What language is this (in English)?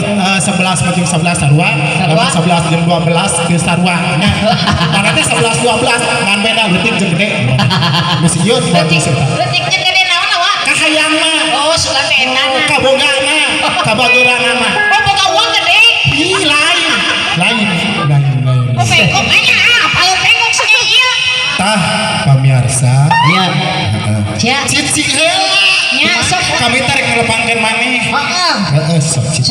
Sundanese